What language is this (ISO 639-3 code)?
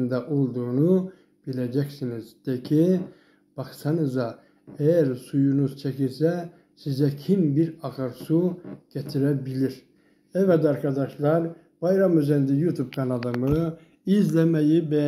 tur